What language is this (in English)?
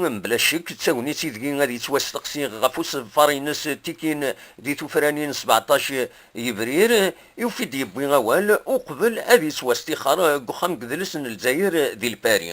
Kabyle